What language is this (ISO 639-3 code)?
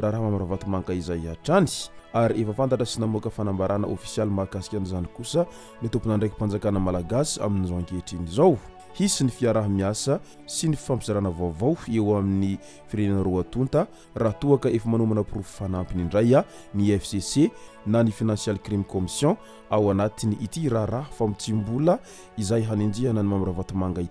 mlg